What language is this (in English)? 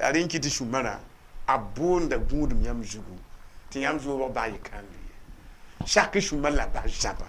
Mossi